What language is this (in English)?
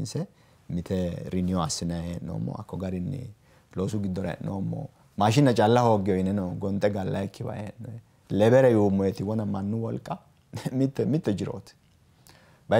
Sidamo